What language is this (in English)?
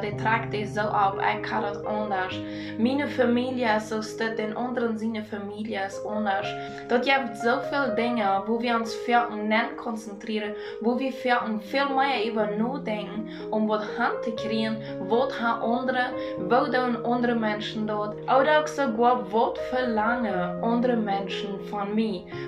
Plautdietsch